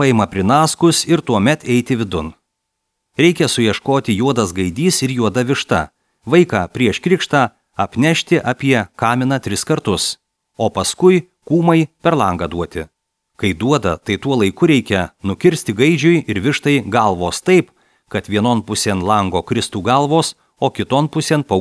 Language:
Lithuanian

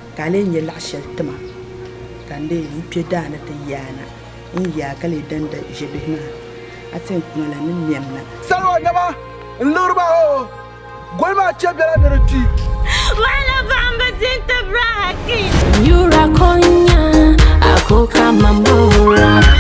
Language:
Dagbani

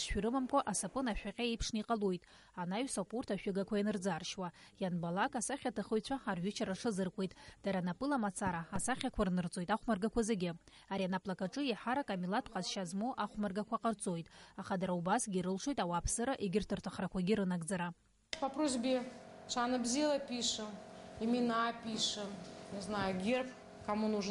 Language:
Abkhazian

